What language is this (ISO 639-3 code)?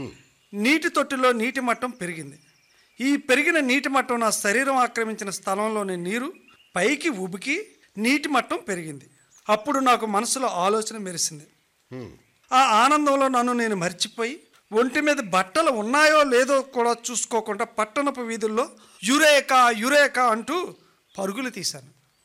tel